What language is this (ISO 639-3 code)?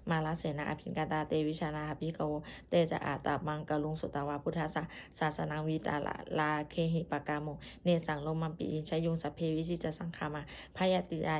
pli